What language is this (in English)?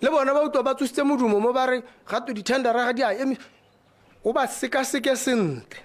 Tswana